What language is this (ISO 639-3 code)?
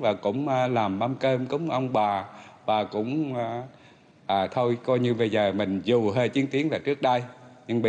vie